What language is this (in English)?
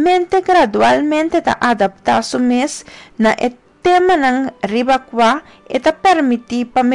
Papiamento